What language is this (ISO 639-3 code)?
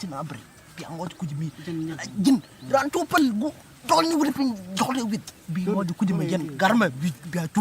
nus